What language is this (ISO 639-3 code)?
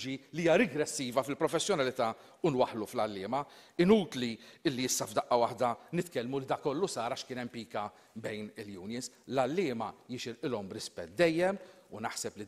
mlt